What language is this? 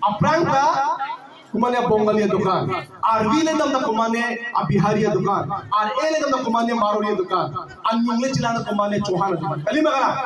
Karbi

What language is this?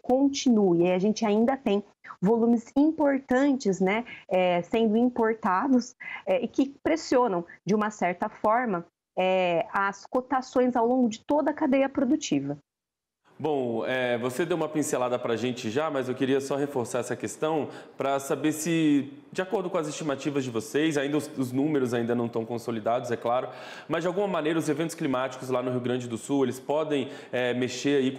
Portuguese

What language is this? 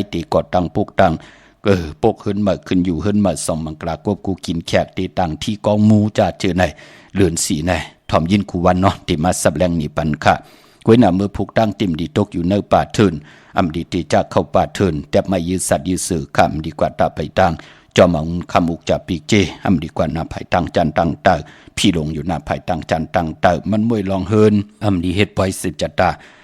Shan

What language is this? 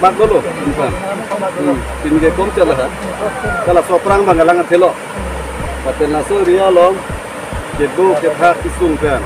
Karbi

